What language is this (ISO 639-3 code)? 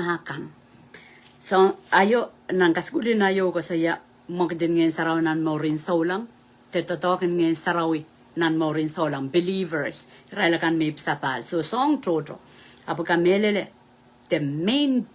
pon